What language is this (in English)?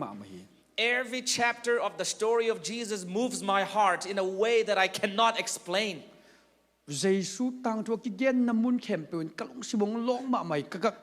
Tedim Chin